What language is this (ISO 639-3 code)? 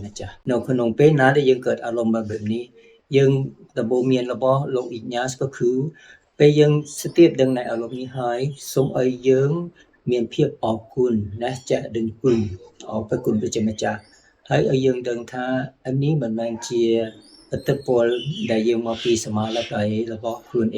khm